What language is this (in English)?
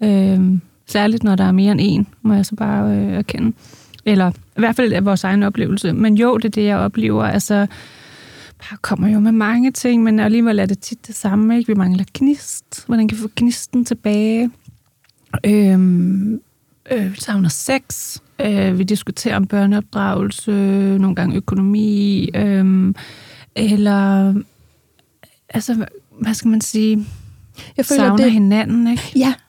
Danish